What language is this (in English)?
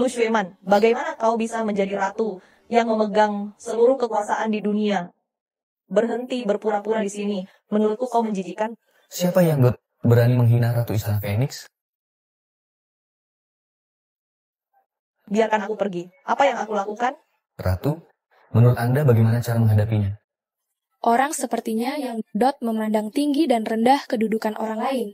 Indonesian